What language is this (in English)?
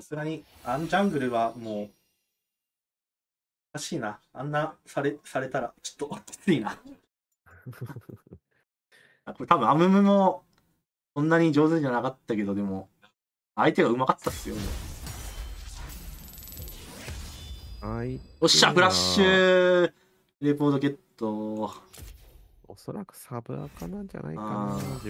Japanese